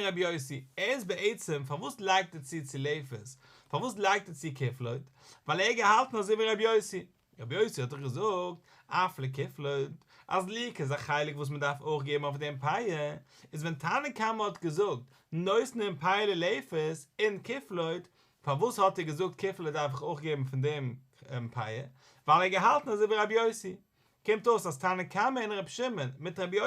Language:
Yiddish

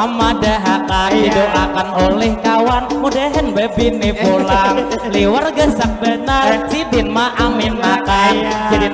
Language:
Banjar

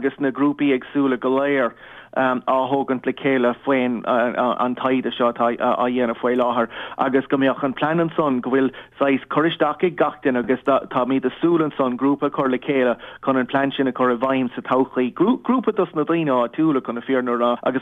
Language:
Irish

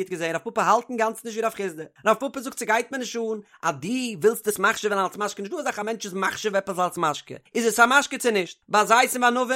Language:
Yiddish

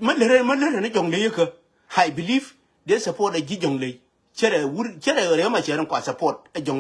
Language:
Nuer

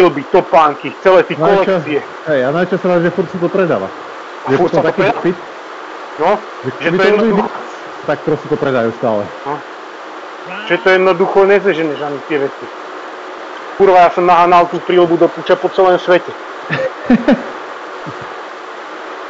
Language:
Slovak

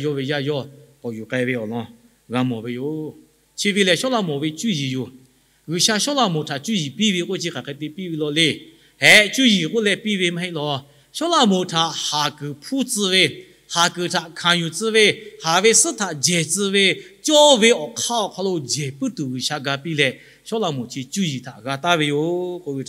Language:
Lahu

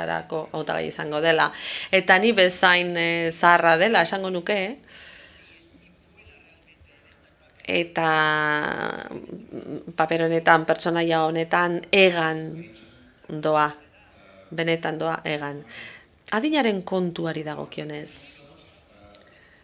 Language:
Basque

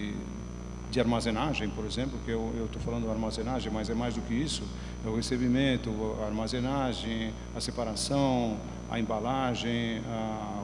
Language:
Portuguese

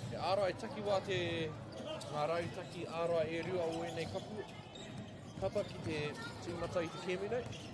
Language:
Māori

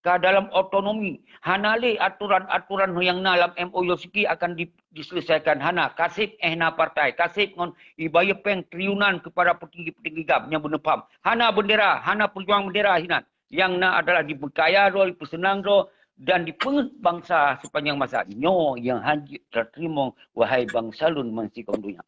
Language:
Achinese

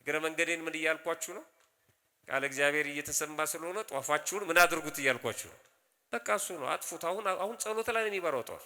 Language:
Amharic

